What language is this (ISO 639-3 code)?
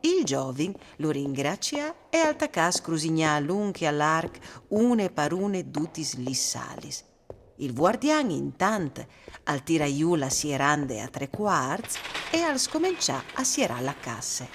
fur